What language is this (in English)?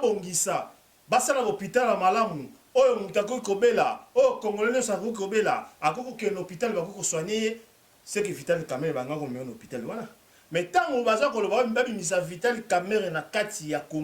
Lingala